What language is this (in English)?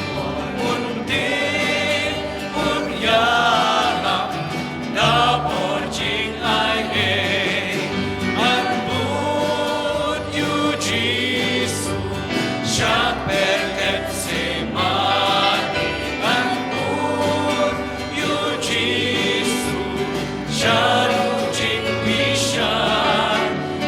Khasi